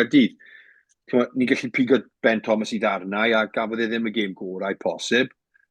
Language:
Welsh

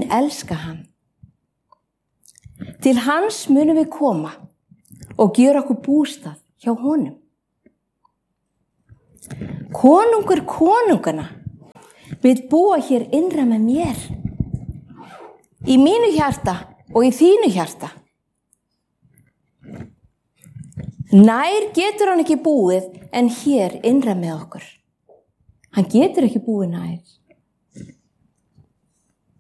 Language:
Icelandic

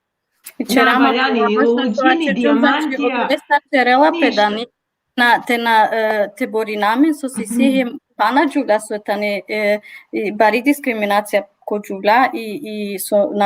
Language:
Balkan Romani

